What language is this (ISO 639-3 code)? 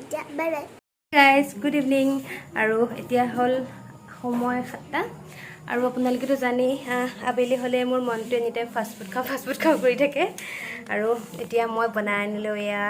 asm